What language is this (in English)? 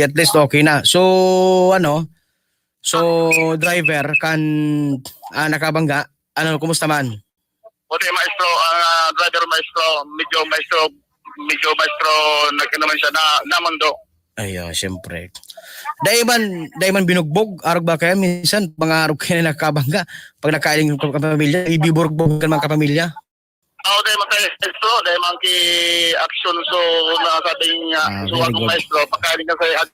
Bikol